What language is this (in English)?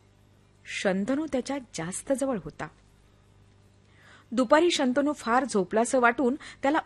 Marathi